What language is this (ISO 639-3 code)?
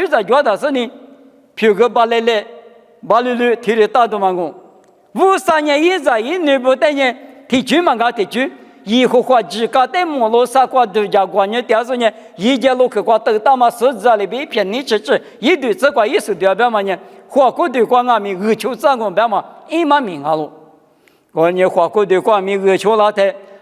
lis